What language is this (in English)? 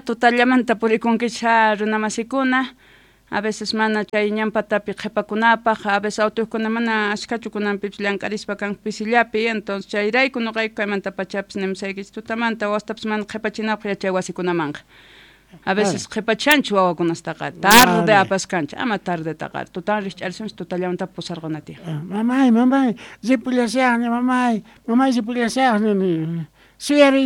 South Bolivian Quechua